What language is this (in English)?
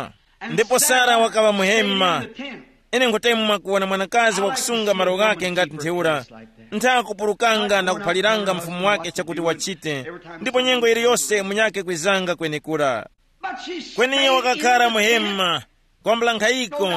Tumbuka